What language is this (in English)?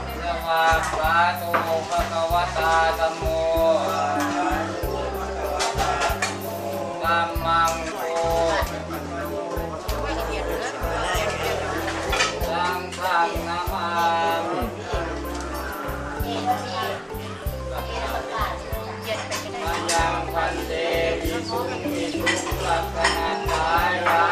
Thai